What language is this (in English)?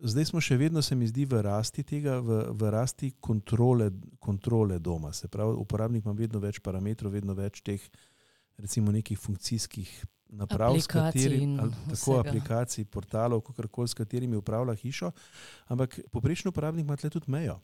Slovenian